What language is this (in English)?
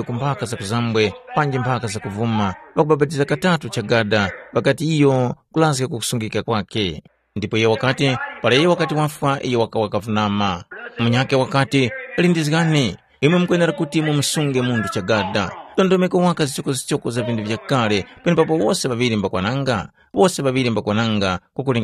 Tumbuka